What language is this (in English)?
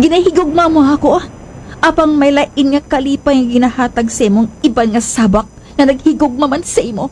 Hiligaynon